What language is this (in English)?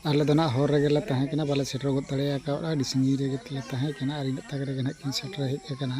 Santali